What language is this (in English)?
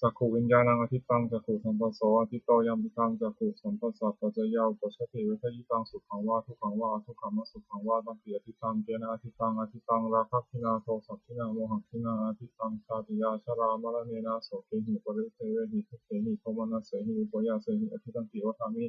Pali